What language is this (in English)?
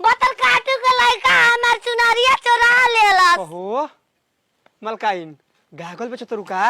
Bhojpuri